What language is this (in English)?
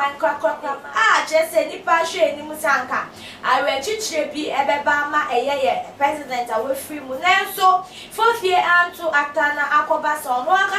Akan